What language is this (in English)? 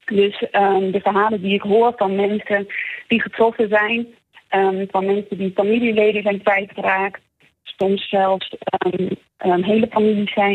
Dutch